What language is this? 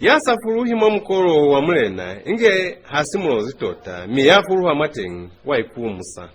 Lozi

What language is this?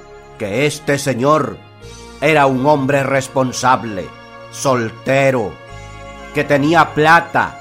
Spanish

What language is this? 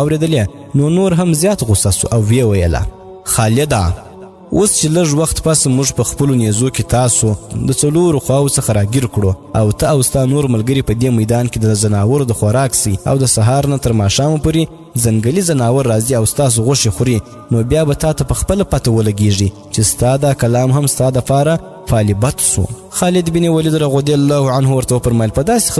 Pashto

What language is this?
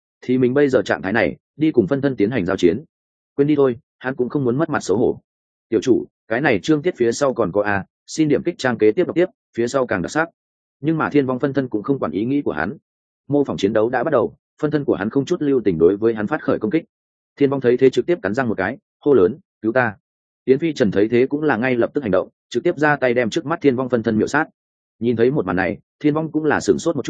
Vietnamese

